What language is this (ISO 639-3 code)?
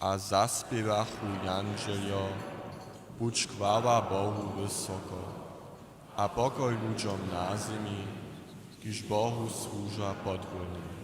hsb